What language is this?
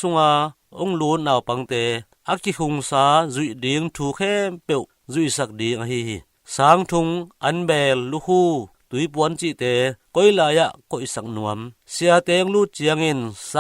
Tedim Chin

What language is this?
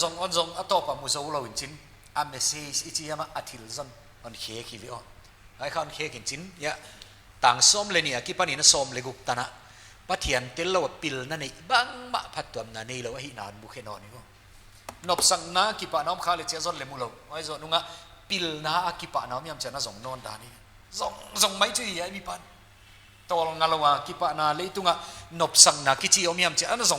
Paite Chin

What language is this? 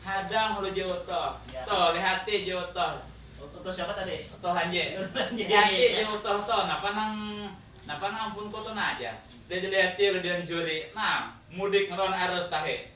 Banjar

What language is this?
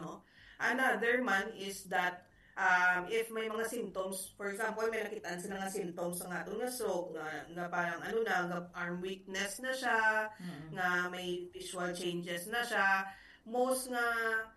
Hiligaynon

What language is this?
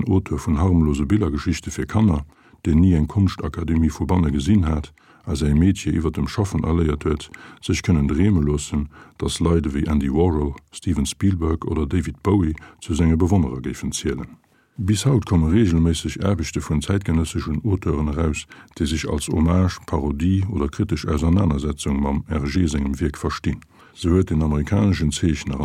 Luxembourgish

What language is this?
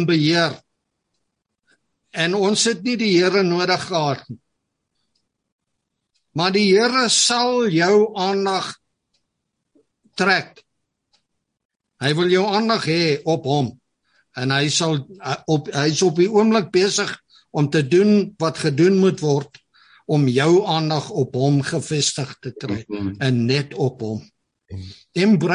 Afrikaans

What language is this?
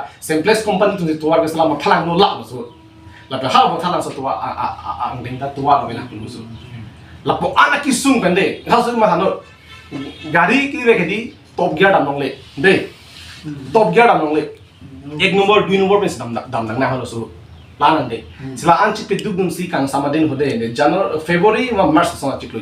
Karbi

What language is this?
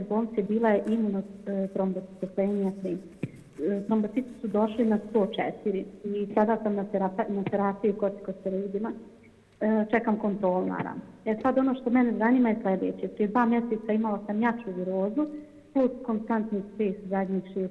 Serbian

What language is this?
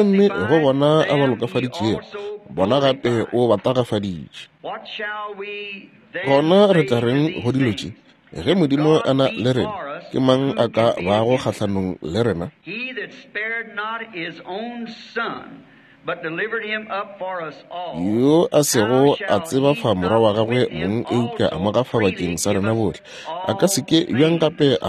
Northern Sotho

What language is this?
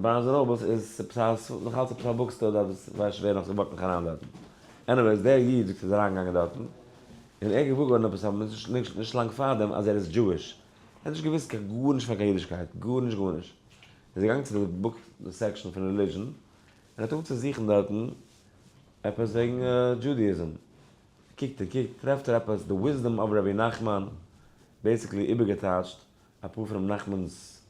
Yiddish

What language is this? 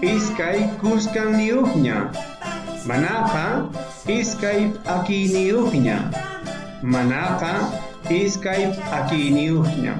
South Bolivian Quechua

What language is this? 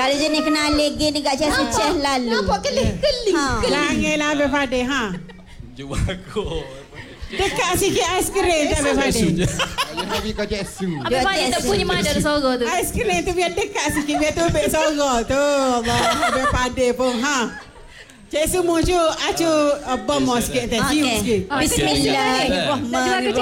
Malay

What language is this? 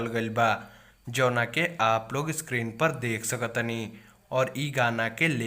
Bhojpuri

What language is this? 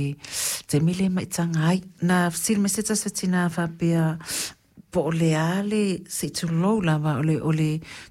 Samoan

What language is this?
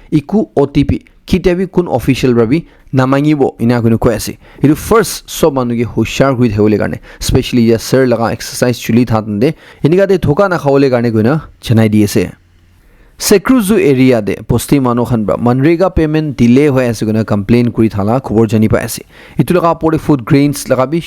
Naga Pidgin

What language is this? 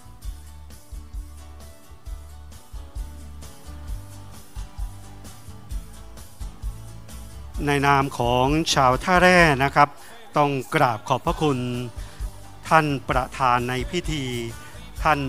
Thai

